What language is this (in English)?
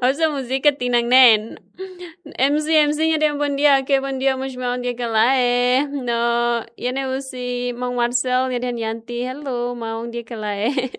Tetum